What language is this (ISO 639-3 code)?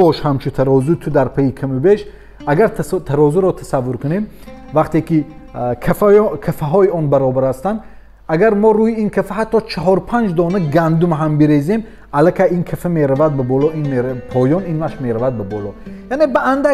tgk